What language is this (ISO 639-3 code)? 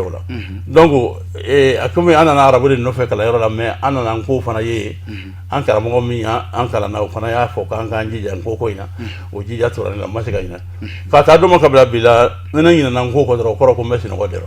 bam